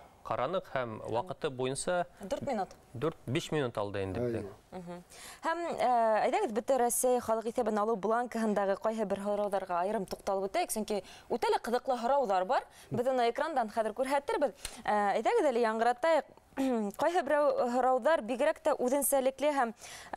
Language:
Bashkir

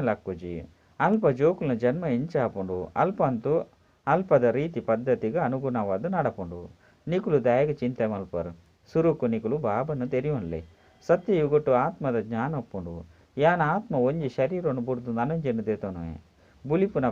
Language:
Tulu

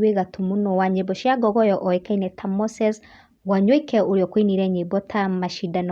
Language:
Kikuyu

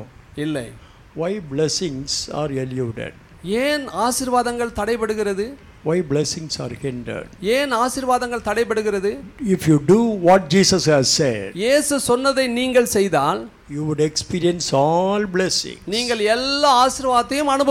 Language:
Tamil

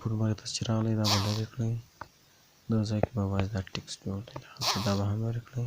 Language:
Pashto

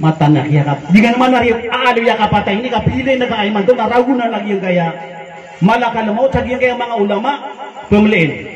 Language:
Maranao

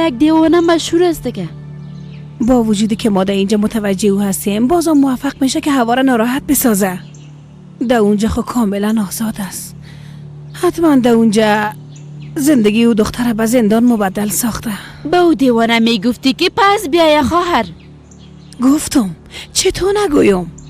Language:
Persian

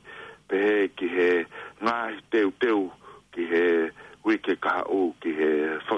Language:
Tongan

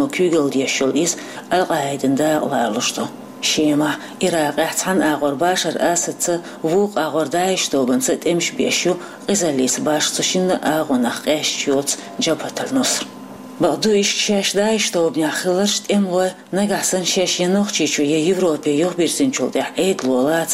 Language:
Chechen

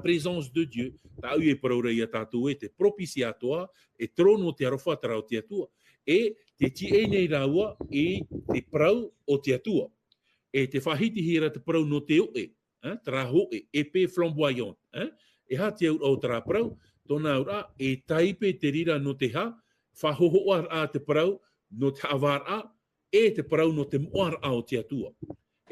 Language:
Tahitian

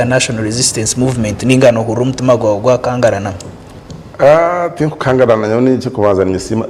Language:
Nyankole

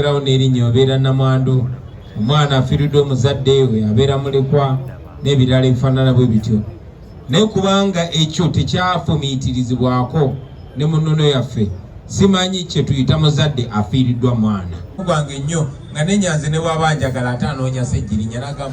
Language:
Ganda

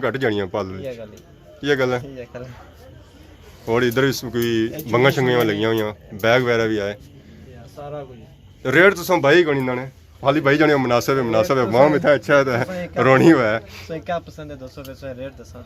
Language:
Pahari-Potwari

